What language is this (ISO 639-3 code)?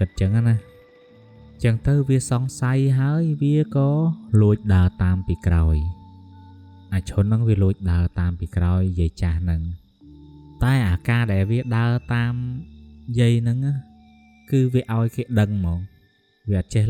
khm